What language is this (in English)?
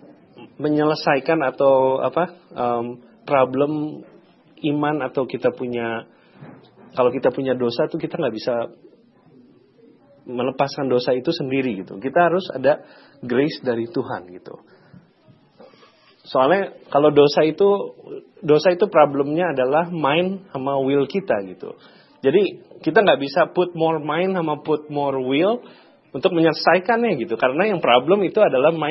Indonesian